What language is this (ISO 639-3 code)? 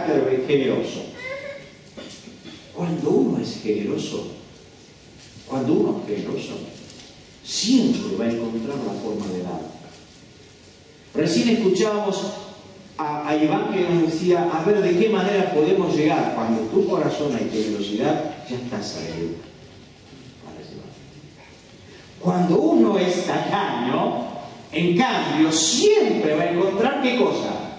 spa